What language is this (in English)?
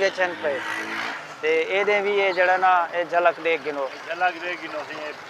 Saraiki